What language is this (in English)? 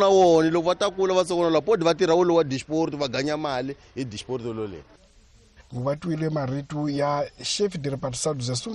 Tsonga